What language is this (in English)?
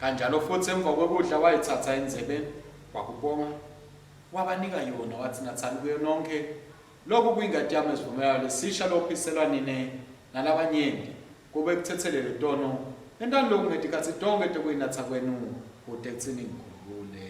Swati